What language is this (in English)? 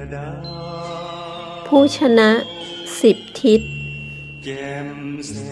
Thai